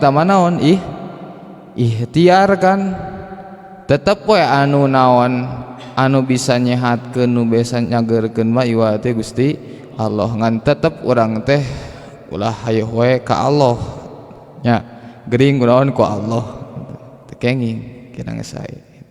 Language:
Sundanese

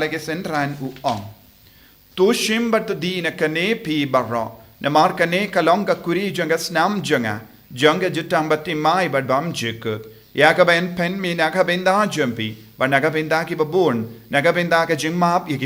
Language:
Khasi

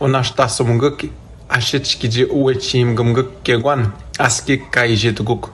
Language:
Atikamekw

